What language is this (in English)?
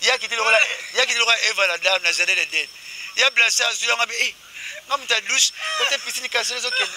Lingala